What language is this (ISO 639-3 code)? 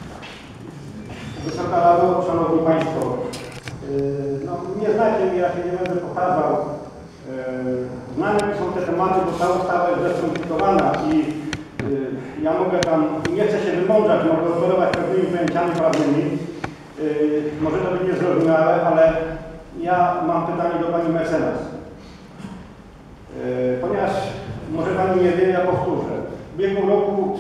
pol